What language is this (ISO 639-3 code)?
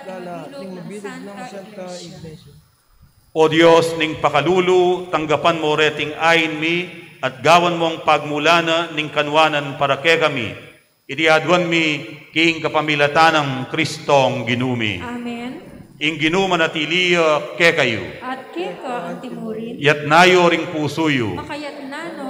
pam